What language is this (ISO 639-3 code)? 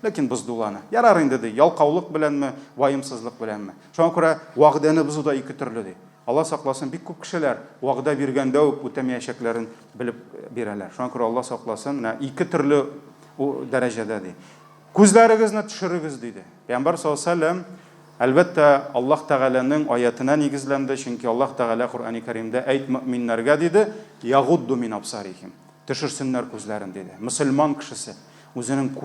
tat